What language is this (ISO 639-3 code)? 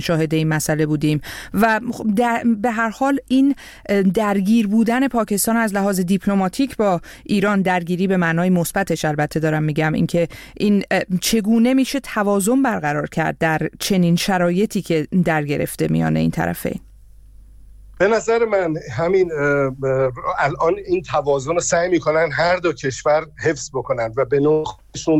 fas